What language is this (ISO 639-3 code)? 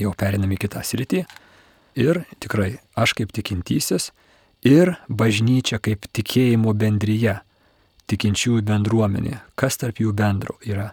lit